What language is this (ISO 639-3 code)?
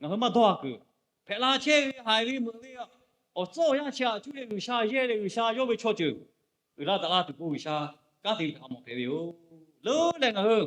lhu